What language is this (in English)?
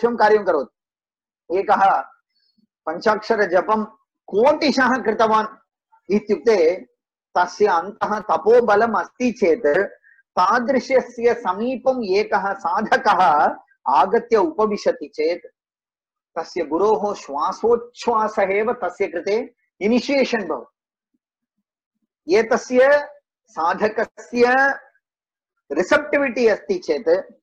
Sanskrit